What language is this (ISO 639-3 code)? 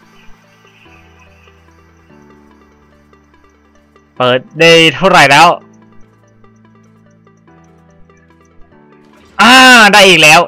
tha